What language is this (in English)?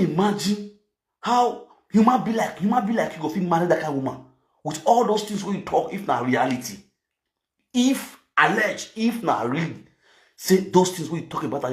Nigerian Pidgin